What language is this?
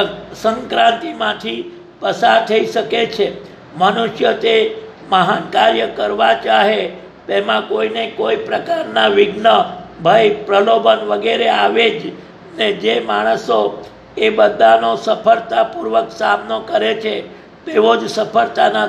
Gujarati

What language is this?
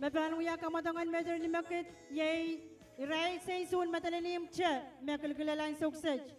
Pohnpeian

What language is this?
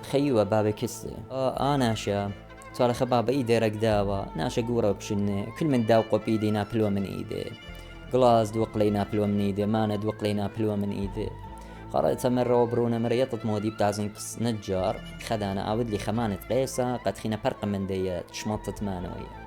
Assyrian Neo-Aramaic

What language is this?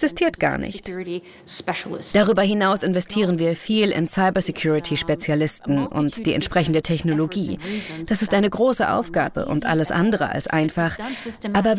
German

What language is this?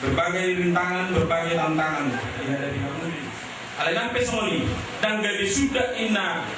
Batak Toba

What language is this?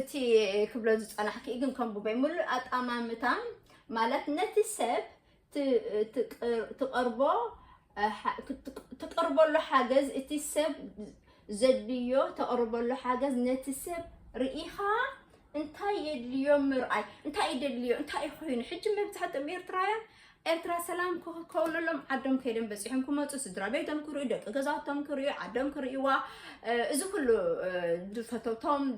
Tigrinya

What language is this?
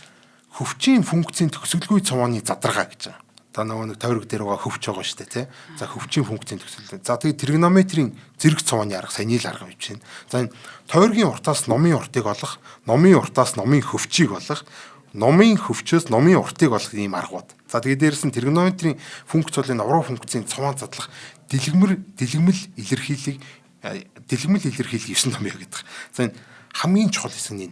Mongolian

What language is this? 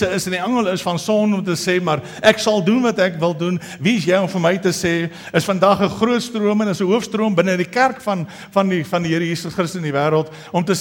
Afrikaans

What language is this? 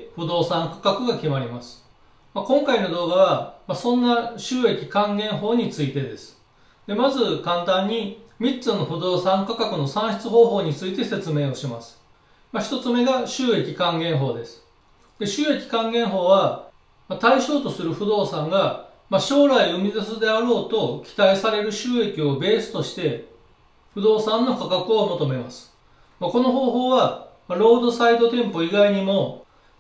Japanese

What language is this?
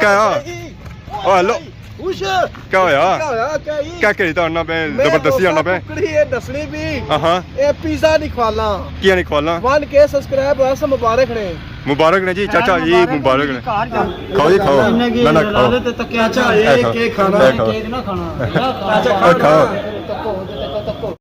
Pahari-Potwari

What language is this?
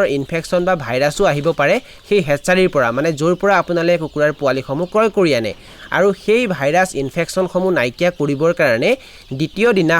Assamese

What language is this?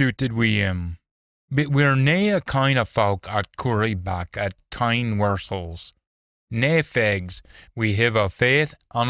Scots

